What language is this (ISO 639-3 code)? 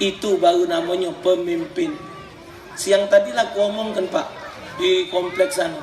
mui